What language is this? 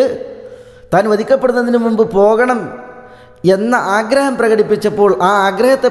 Malayalam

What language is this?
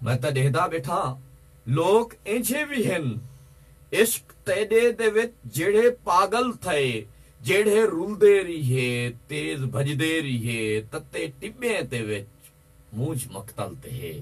Saraiki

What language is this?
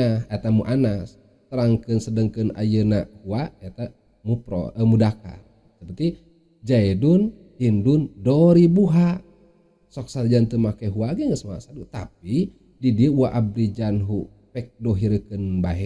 Sundanese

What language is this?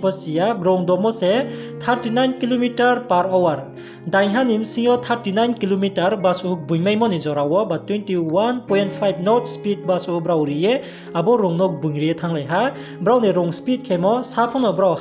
Riang (India)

